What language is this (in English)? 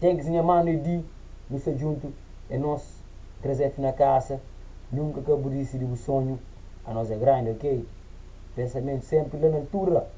Kabuverdianu